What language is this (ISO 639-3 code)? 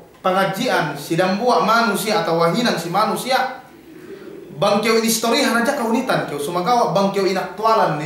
yka